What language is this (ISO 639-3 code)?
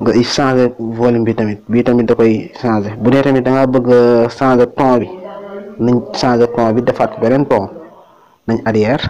wol